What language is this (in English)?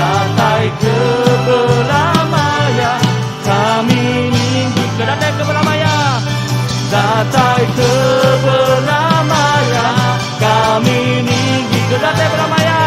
Iban